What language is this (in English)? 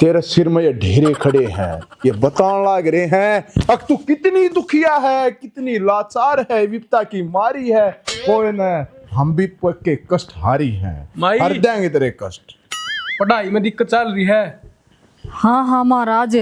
Haryanvi